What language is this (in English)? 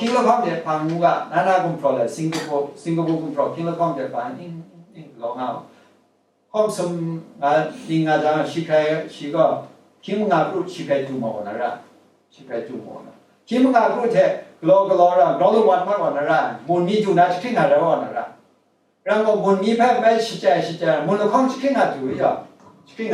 Kachin